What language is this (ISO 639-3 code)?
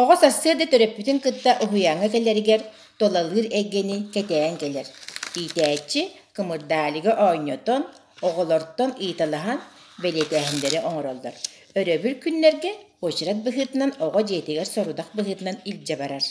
sah